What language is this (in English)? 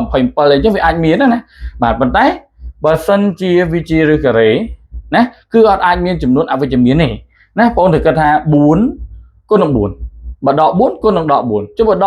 Khmer